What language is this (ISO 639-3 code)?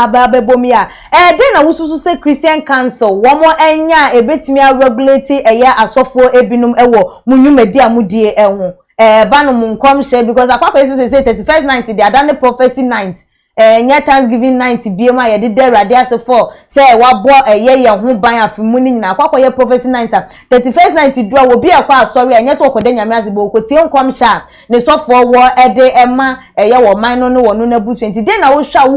aka